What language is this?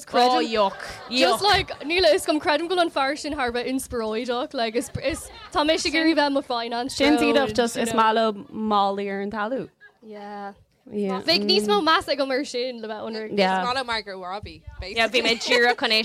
Irish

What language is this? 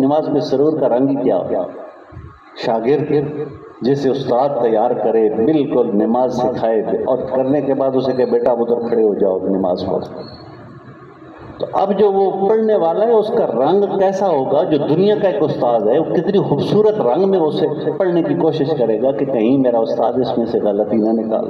Urdu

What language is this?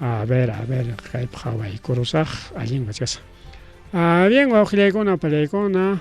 Ayacucho Quechua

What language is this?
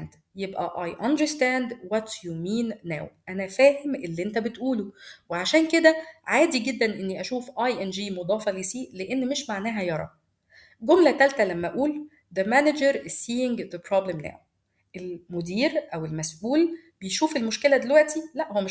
Egyptian Arabic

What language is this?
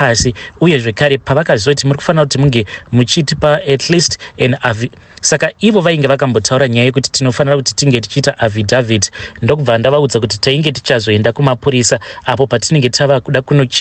Shona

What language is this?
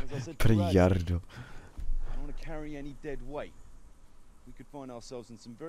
English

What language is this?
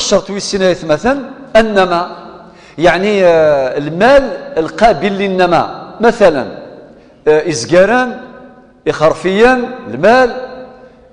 Kabyle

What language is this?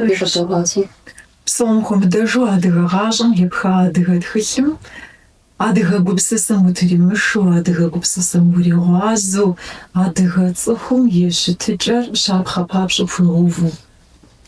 Kabardian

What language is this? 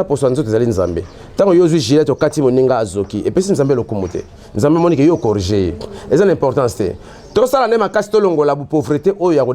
Lingala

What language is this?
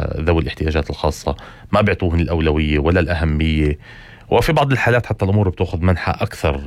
North Levantine Arabic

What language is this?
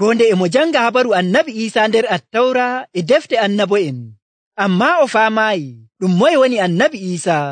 Nigerian Fulfulde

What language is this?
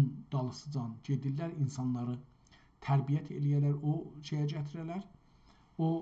South Azerbaijani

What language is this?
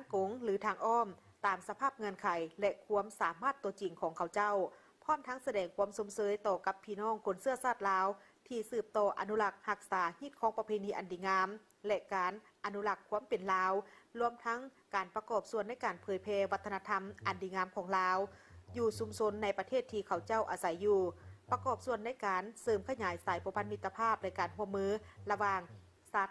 Lao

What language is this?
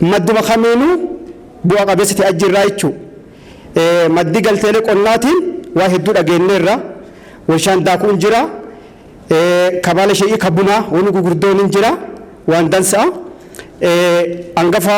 Oromo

